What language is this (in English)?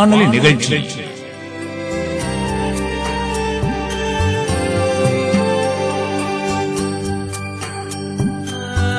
Tamil